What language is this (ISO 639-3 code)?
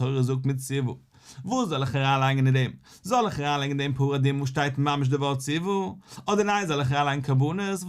yid